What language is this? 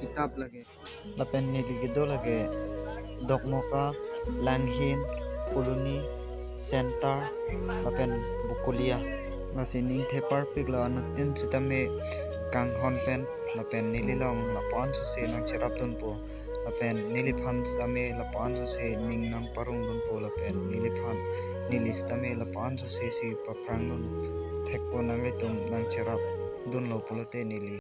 Karbi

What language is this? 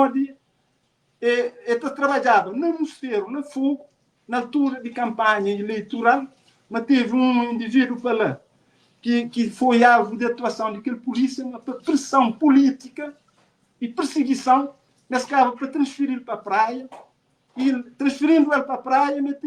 Kabuverdianu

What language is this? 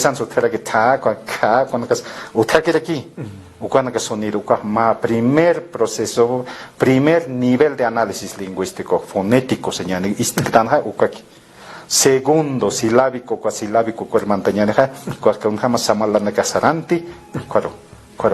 Aymara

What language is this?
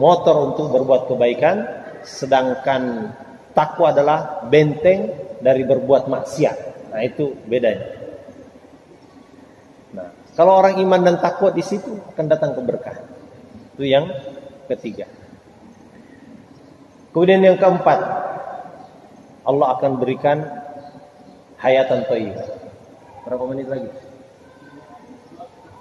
Indonesian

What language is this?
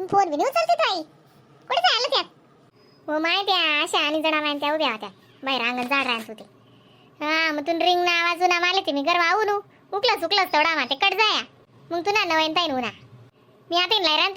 Khandesi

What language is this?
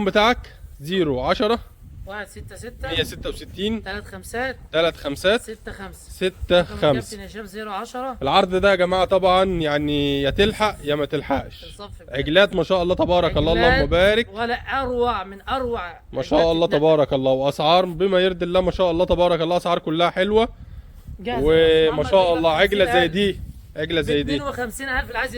Egyptian Arabic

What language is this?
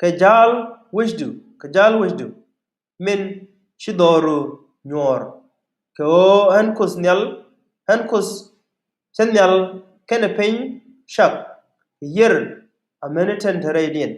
Nuer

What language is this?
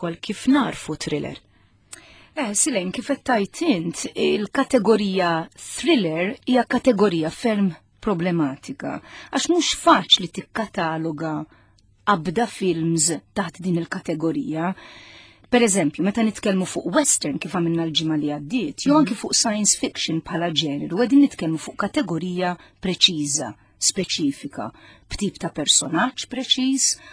Maltese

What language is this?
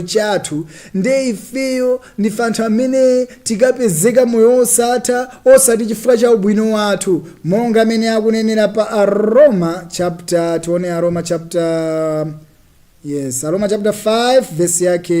Nyanja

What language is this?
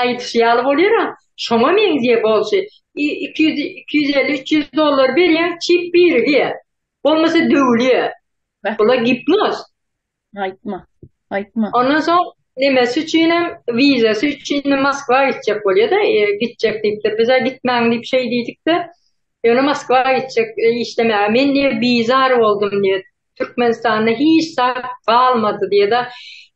Turkmen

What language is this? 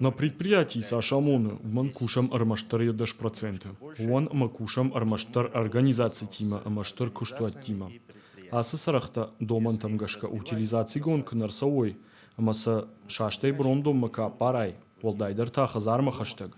Ossetic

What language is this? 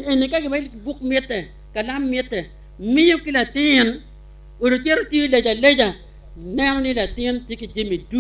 Acoli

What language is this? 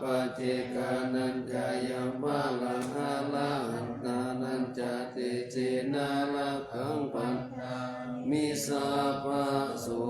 Pali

